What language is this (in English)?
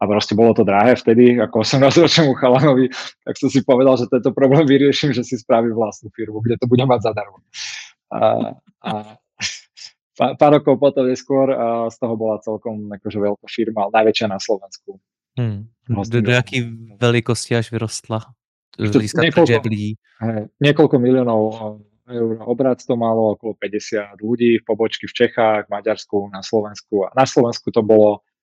Slovak